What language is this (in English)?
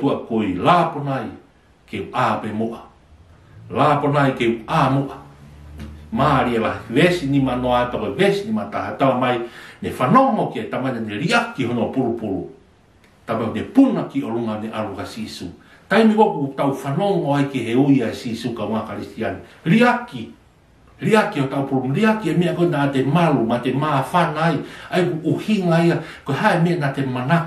Tongan